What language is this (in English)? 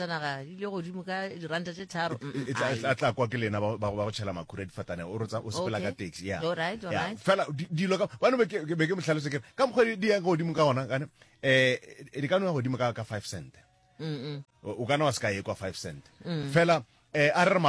Northern Sotho